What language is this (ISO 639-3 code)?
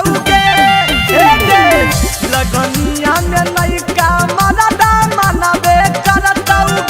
mag